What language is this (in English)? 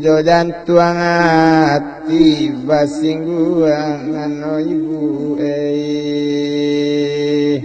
Minangkabau